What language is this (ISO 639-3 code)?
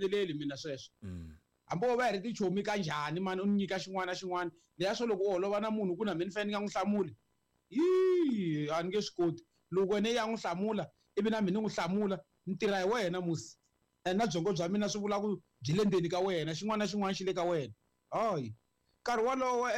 tso